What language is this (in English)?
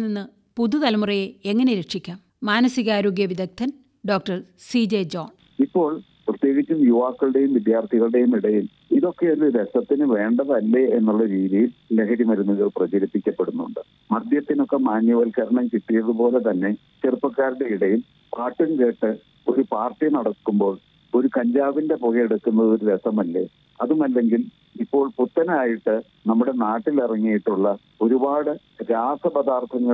Malayalam